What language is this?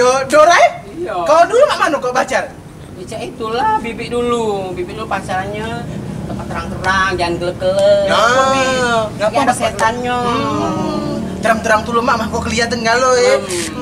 Musi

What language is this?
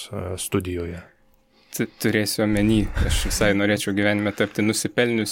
Lithuanian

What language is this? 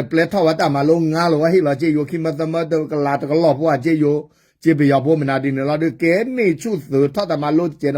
S'gaw Karen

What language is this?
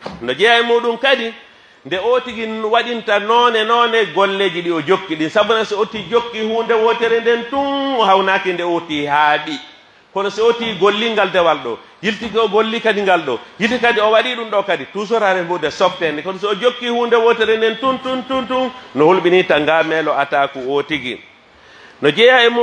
Pular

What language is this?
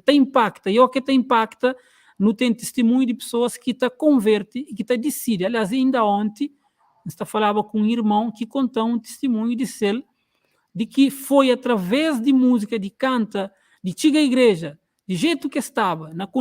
Kabuverdianu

